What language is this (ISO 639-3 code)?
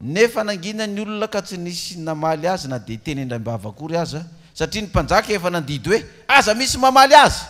mlg